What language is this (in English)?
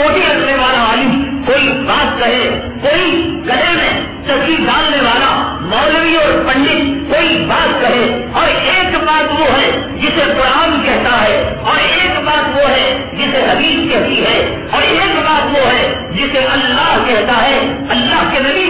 Urdu